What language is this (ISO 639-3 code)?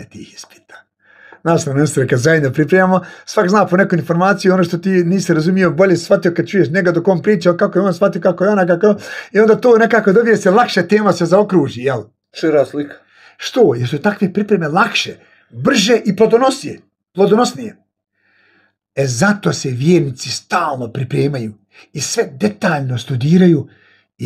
bos